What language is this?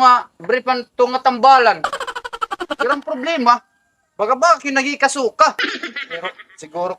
Waray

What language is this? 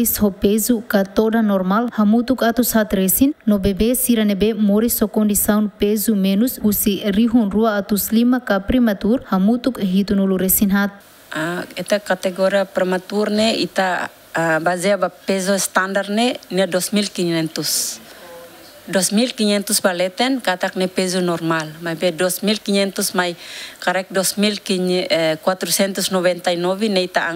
Tetum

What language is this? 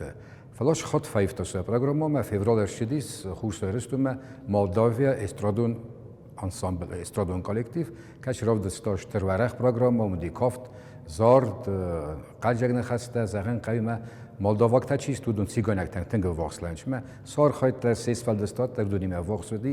Ossetic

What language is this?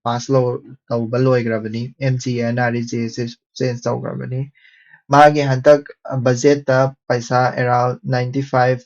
Manipuri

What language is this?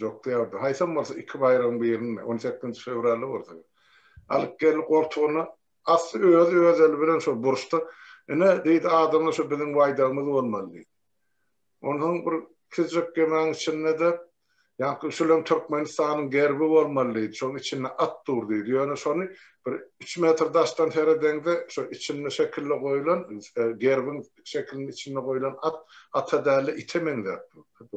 Turkmen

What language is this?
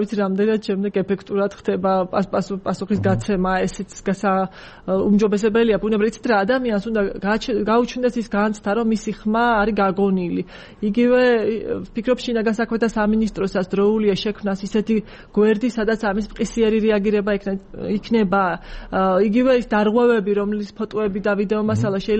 Georgian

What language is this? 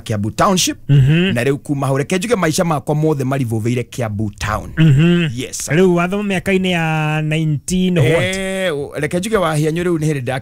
Kikuyu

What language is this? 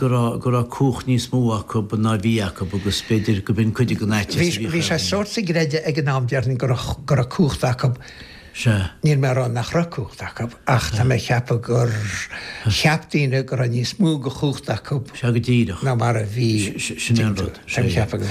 Irish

